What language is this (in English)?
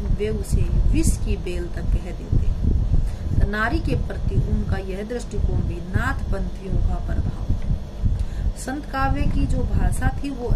Hindi